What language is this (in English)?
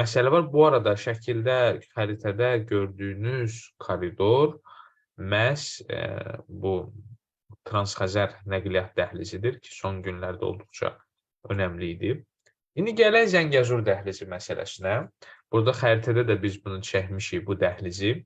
Azerbaijani